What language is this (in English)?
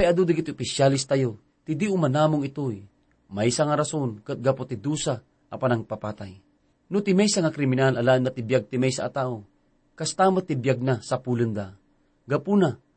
Iloko